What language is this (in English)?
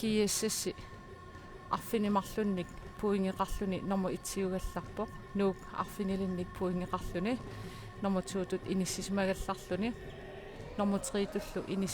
Kalaallisut